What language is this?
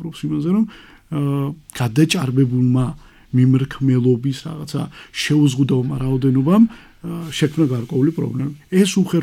Georgian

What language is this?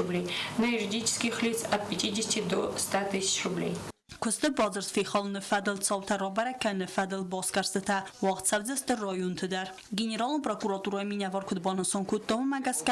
Ossetic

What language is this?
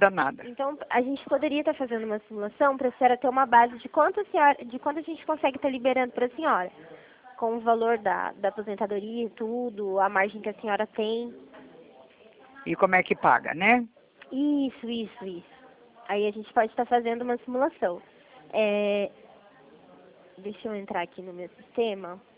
Portuguese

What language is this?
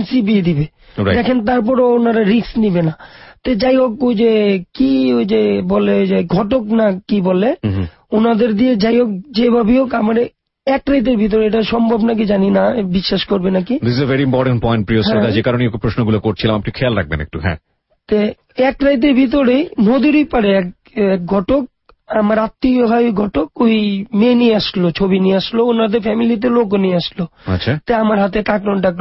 Bangla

